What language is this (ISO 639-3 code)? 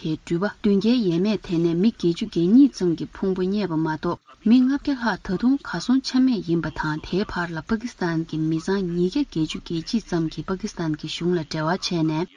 bod